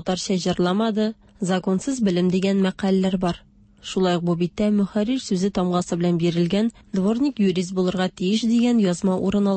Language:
Tatar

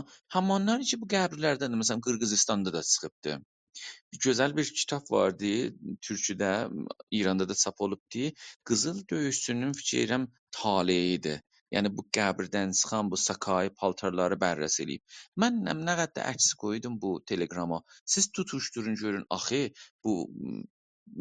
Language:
South Azerbaijani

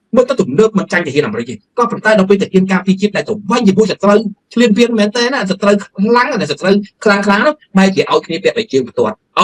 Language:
Khmer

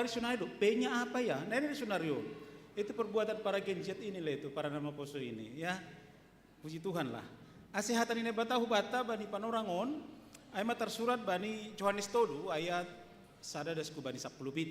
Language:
Batak Simalungun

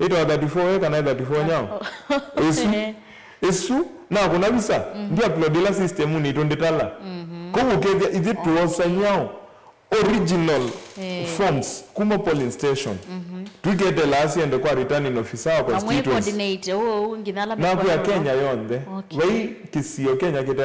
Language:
Kamba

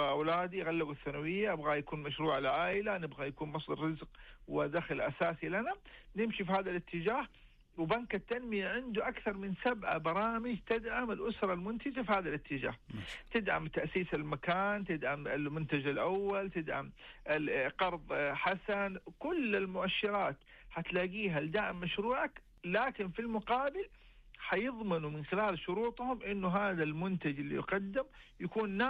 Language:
Najdi Arabic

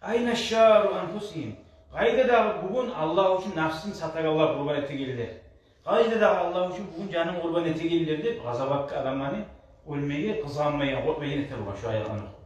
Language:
Kumyk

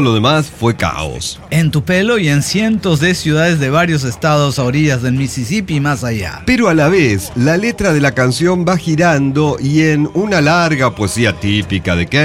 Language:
Spanish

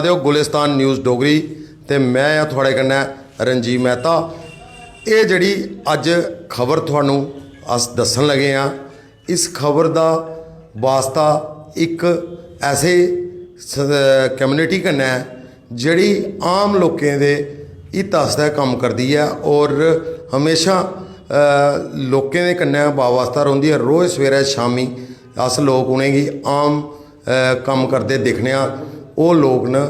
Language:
Dogri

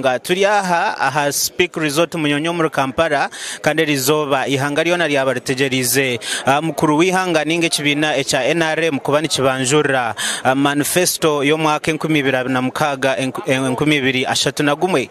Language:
Nyankole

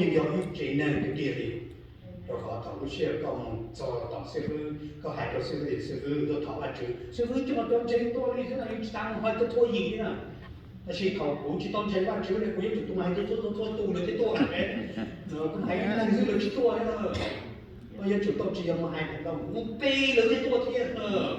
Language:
Hmong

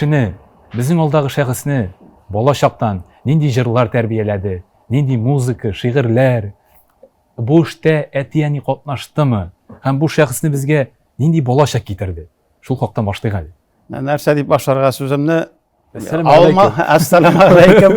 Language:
Tatar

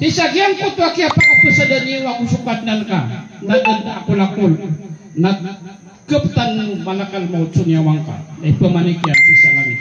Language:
Maranao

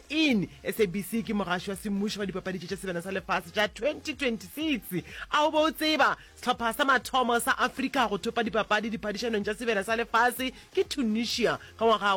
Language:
Northern Sotho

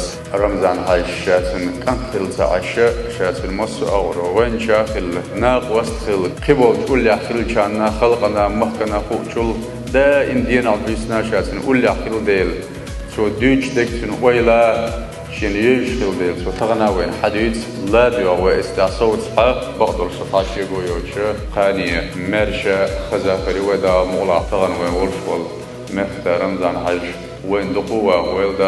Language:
Chechen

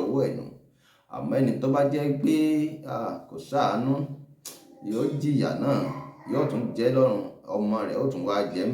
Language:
Yoruba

